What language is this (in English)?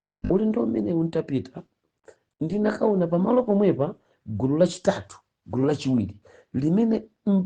Nyanja